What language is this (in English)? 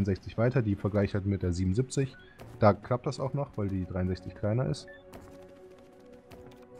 German